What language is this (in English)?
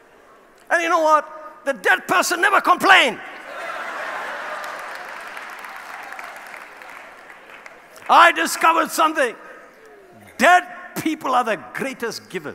English